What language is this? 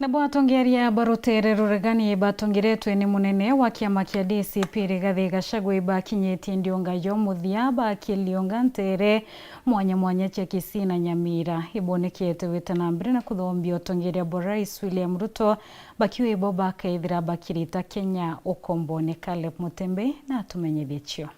Meru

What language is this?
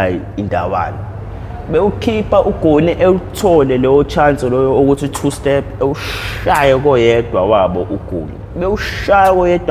Zulu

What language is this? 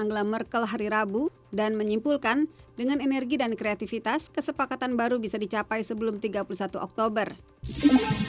Indonesian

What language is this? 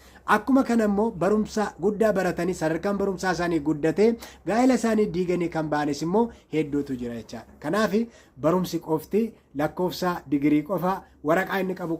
Oromo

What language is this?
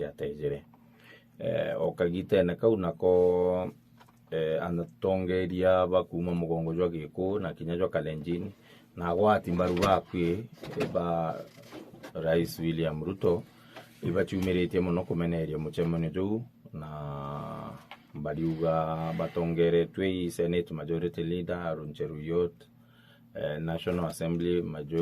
Meru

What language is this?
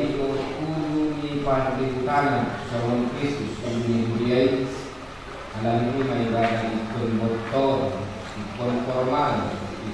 Batak Toba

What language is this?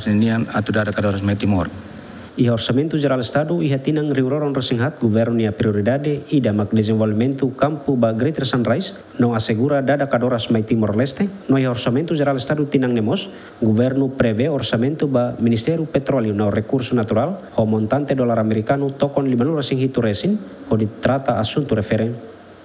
Tetum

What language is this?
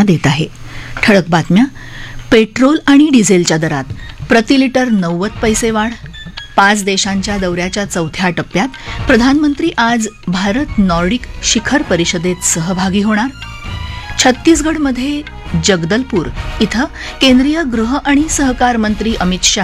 Marathi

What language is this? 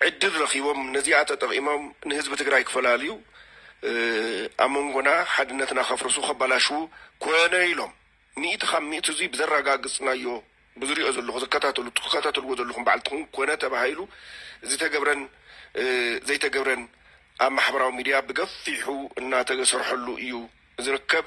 Tigrinya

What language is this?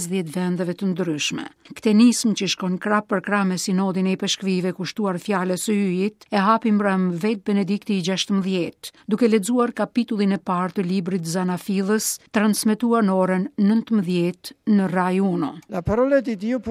Albanian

